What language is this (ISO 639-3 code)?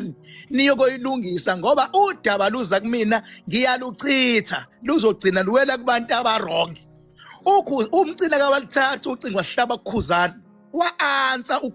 zul